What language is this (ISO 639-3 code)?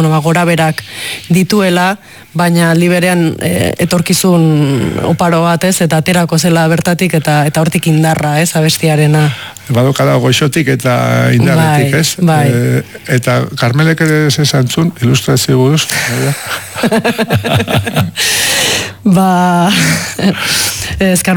eus